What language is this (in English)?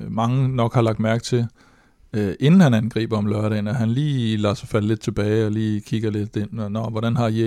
Danish